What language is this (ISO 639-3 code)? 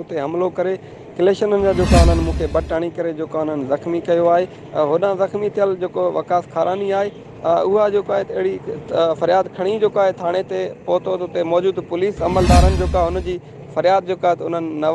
snd